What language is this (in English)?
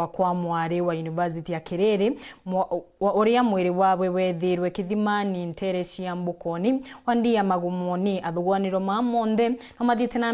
Meru